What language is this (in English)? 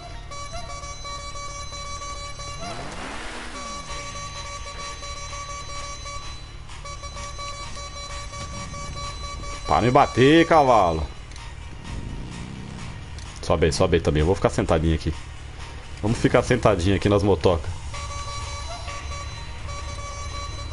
Portuguese